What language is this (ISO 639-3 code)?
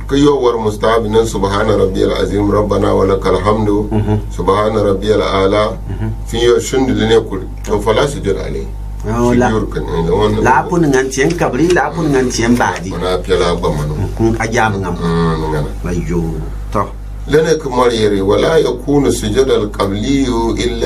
gux